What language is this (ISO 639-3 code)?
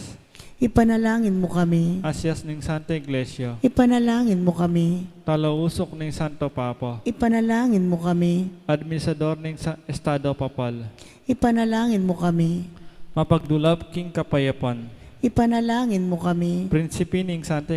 pam